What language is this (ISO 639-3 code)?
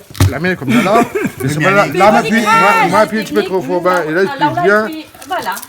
rcf